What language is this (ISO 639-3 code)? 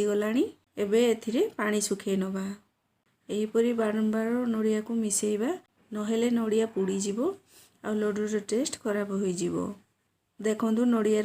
ori